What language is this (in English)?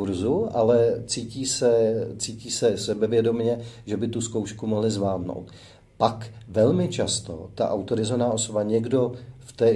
Czech